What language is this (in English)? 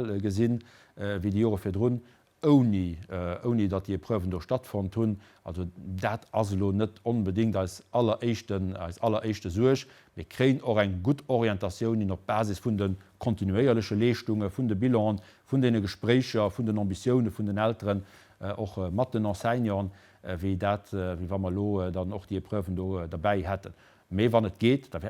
Luxembourgish